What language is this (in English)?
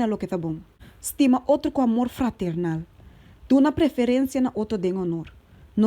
Papiamento